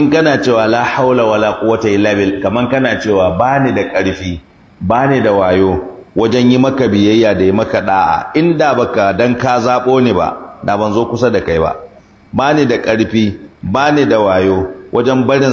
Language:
Hausa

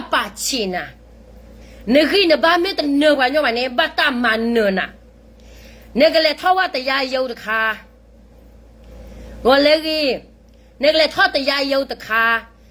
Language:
S'gaw Karen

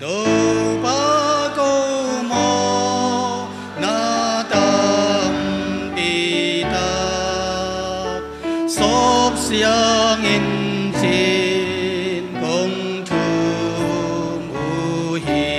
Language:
Tedim Chin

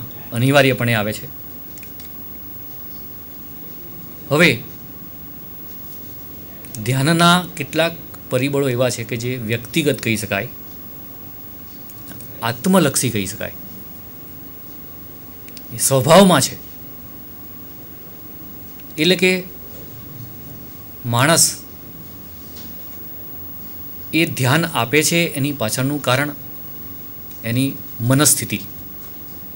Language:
Gujarati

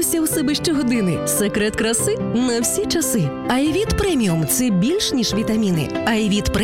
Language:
Ukrainian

